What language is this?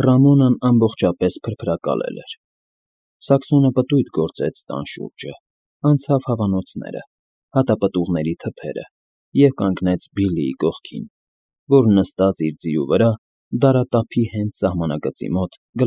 Armenian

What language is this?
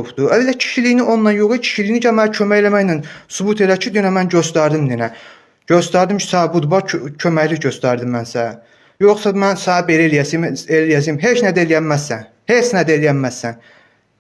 Azerbaijani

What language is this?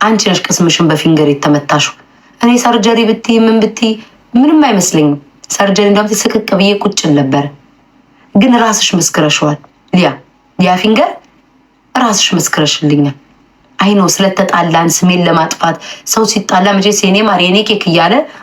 Amharic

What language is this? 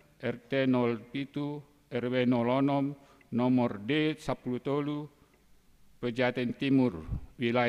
Batak Toba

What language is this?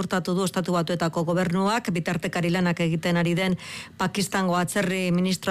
Basque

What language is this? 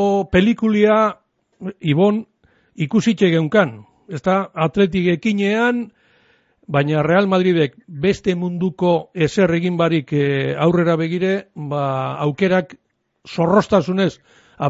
Basque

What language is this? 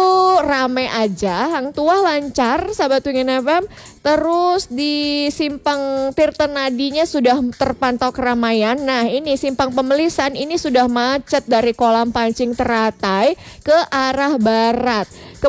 Indonesian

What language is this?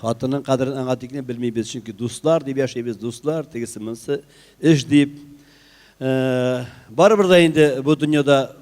Tatar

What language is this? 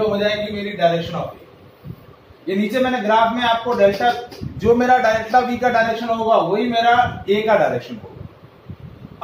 Hindi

